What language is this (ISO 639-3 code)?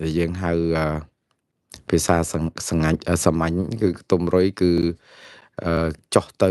khm